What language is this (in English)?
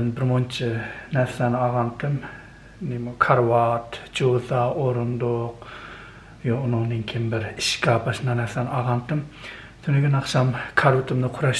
Uyghur